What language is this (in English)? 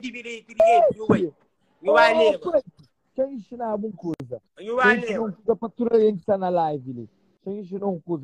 Kabuverdianu